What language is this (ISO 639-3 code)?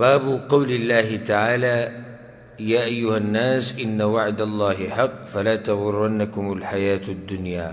pus